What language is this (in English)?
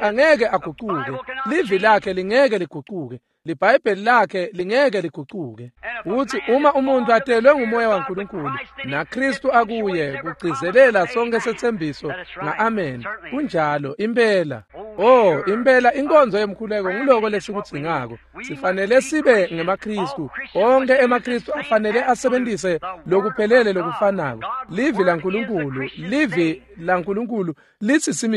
Swati